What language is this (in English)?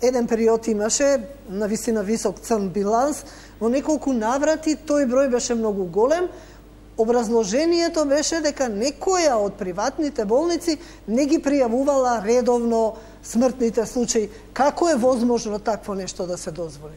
Macedonian